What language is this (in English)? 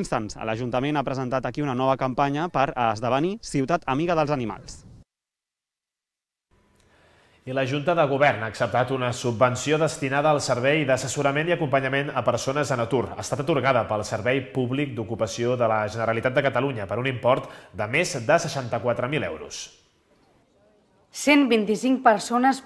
Catalan